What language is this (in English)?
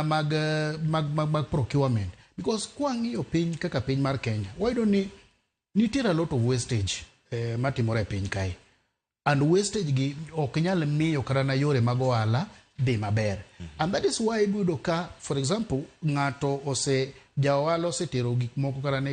Luo (Kenya and Tanzania)